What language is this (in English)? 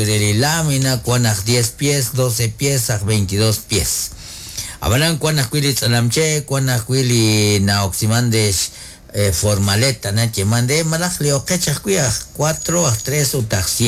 Kekchí